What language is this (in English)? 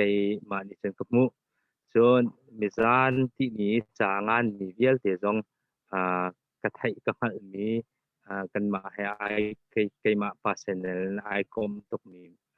Hakha Chin